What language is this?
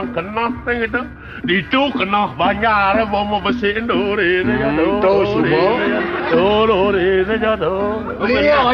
Balinese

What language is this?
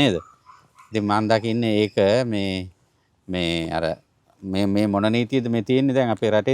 Sinhala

